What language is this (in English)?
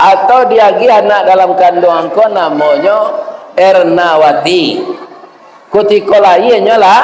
Minangkabau